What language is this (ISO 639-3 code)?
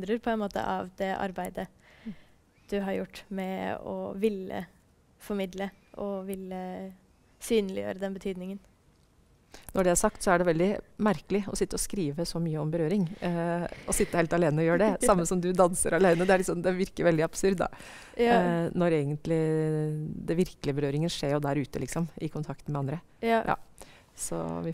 nor